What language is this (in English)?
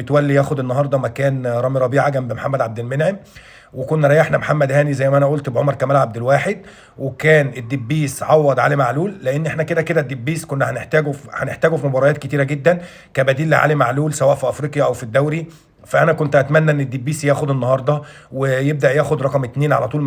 Egyptian Arabic